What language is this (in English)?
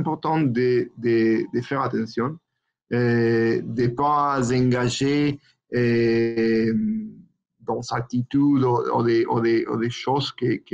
French